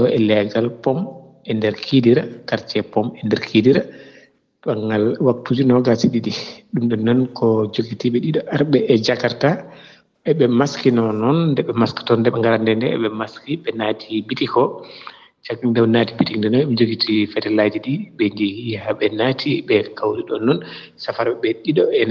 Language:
Fula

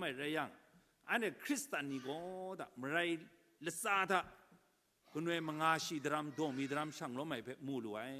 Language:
Kachin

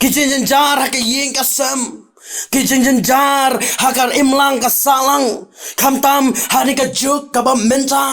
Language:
Khasi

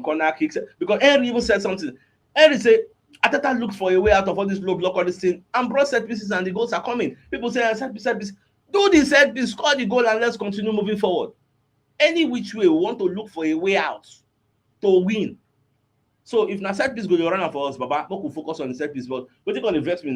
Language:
Nigerian Pidgin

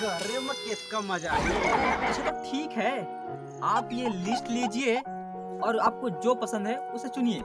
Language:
Chhattisgarhi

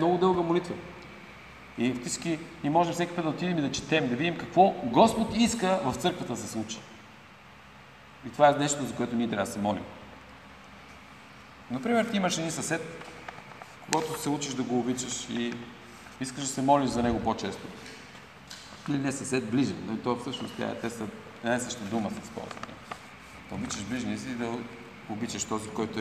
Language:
Bulgarian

